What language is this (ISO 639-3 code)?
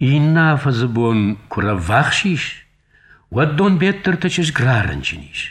oss